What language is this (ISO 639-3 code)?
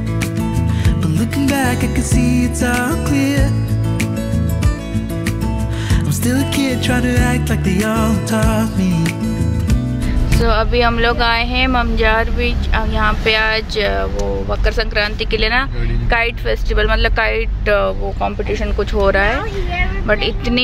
hin